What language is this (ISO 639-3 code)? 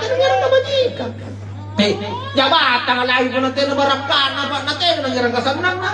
mak